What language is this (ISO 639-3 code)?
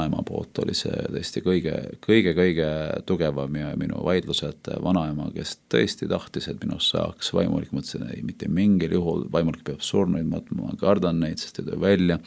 est